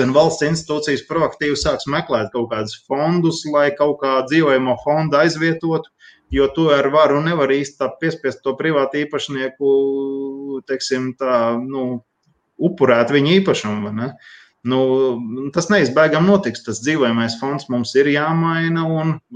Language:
Latvian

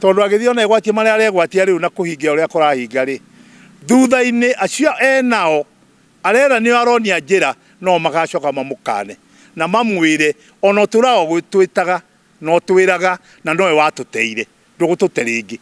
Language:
Kikuyu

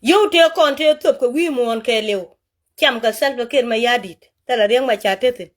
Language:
Nuer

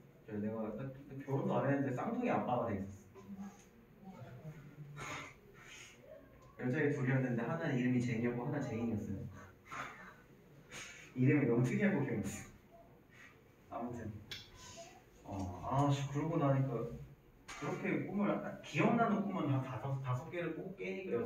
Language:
Korean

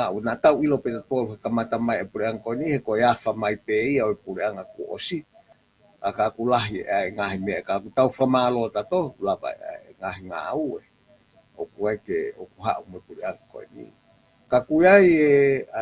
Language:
Tongan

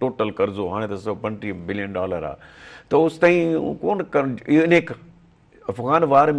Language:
Sindhi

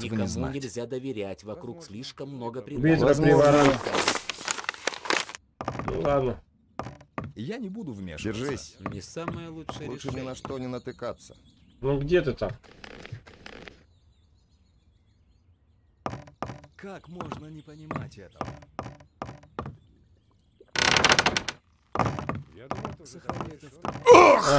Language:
Russian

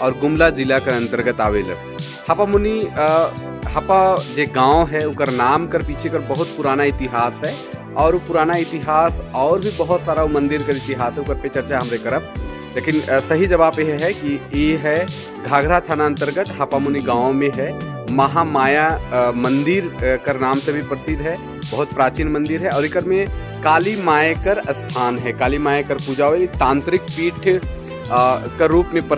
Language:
Sadri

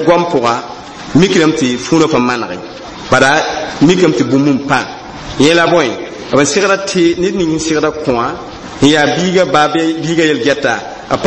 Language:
Mossi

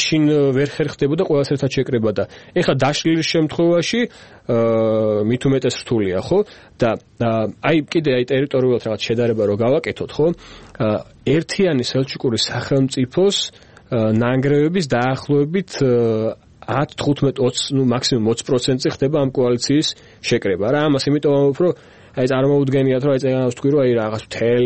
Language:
Georgian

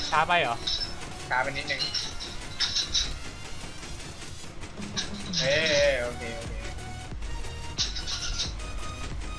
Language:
Thai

